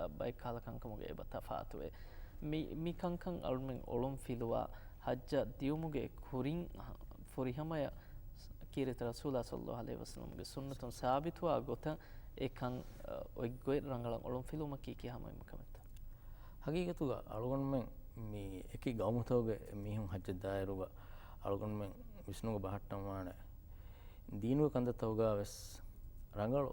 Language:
Divehi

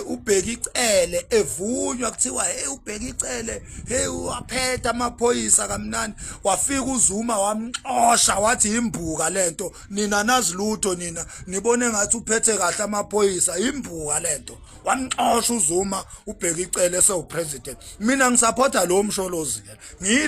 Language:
Zulu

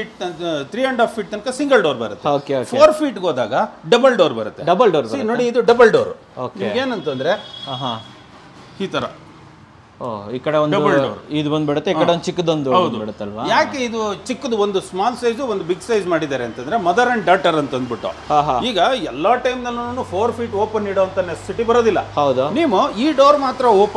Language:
Kannada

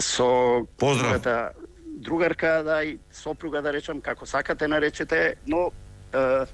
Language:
Macedonian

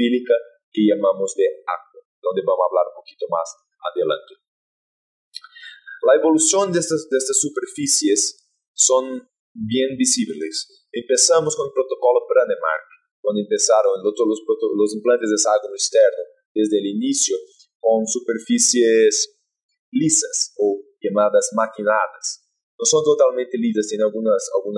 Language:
Portuguese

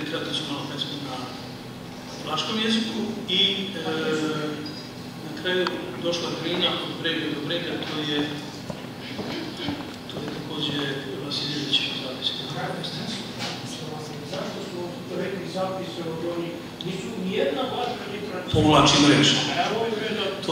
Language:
Serbian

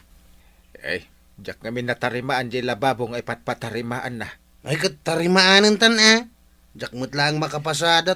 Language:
Iloko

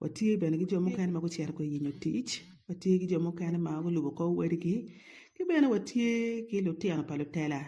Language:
Acoli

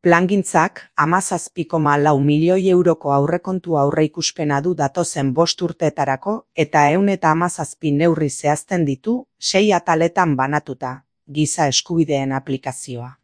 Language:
Basque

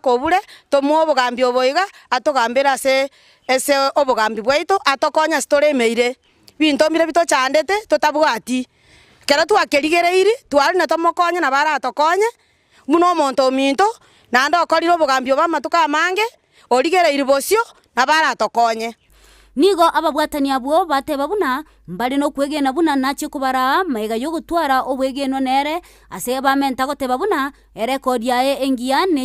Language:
Gusii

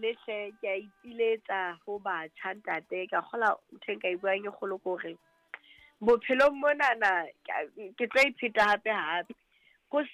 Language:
Southern Sotho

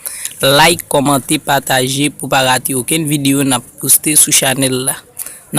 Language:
Haitian Creole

